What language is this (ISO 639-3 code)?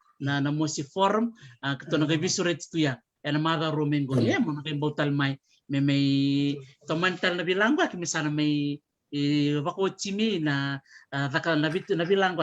fij